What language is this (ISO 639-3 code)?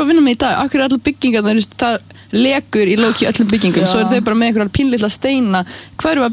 isl